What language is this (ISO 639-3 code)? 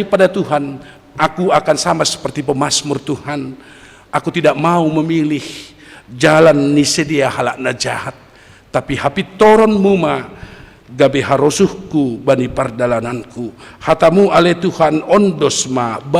bts